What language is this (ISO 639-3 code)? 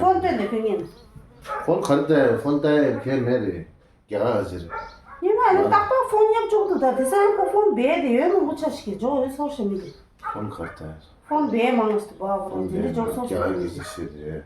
bod